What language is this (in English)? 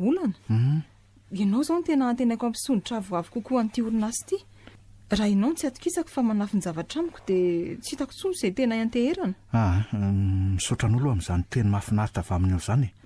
Malagasy